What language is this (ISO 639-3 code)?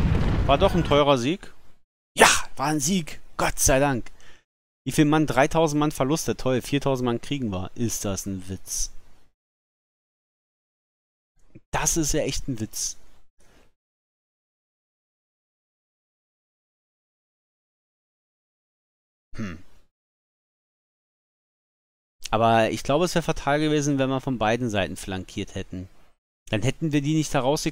deu